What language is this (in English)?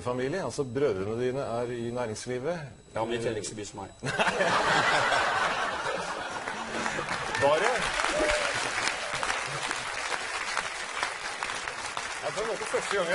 Norwegian